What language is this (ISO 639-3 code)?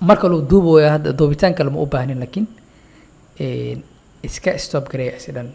som